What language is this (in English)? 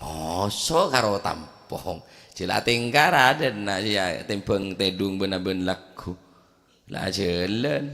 Madurese